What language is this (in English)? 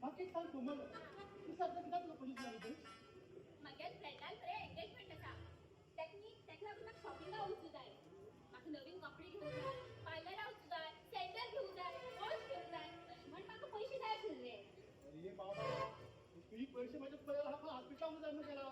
Konkani